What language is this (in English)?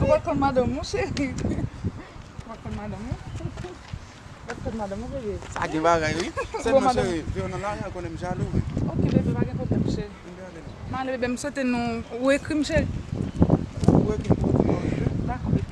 Haitian Creole